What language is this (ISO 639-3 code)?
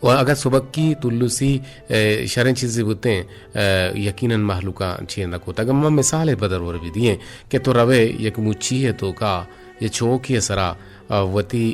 bgp